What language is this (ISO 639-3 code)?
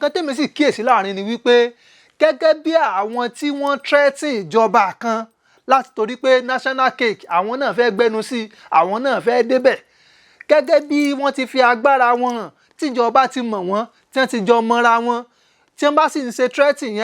yor